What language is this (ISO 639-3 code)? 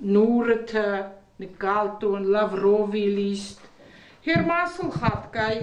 oss